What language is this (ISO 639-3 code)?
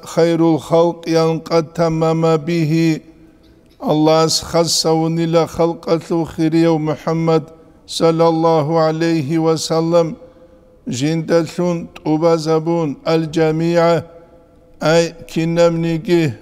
ava